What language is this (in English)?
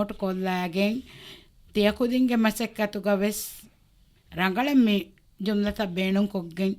Divehi